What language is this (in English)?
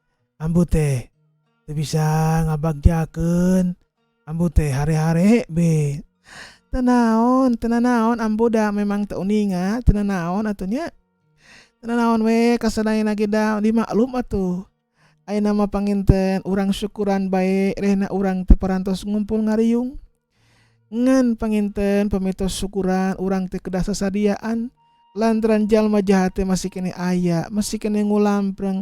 Sundanese